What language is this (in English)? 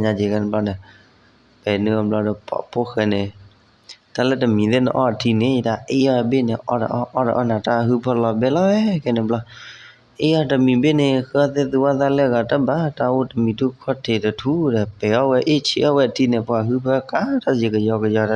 S'gaw Karen